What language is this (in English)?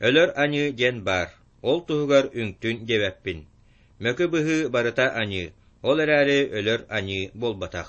Yakut